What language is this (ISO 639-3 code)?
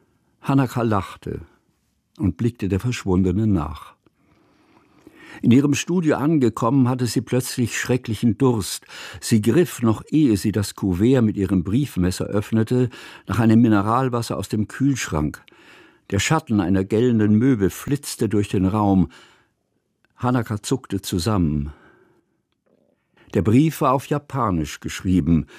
deu